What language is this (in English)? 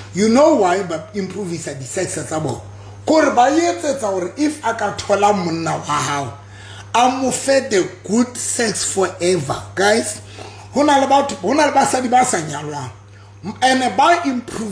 Southern Sotho